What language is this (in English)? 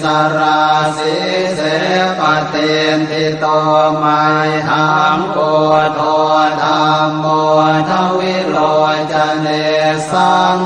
Pali